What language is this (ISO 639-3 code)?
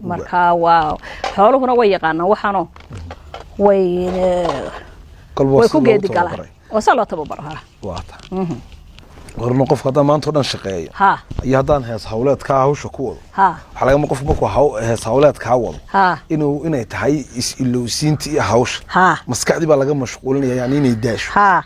som